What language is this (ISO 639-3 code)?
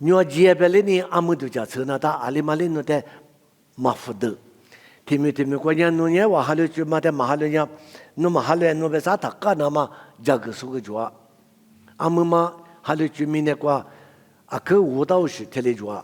lis